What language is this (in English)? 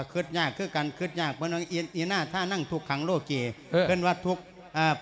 Lao